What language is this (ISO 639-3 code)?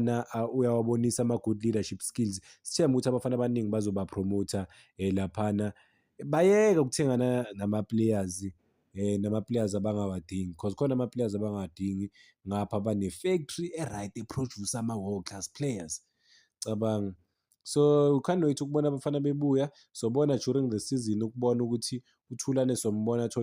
zul